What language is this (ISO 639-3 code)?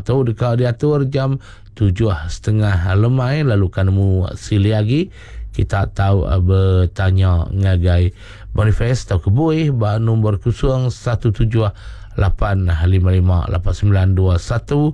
iba